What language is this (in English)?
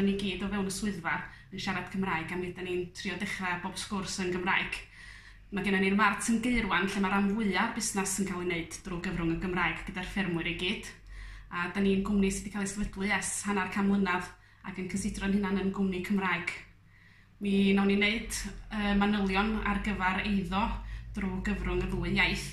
Welsh